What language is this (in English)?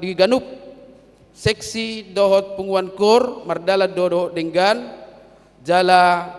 Batak Toba